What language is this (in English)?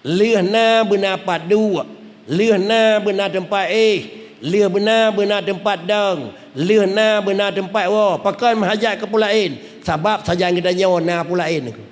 Achinese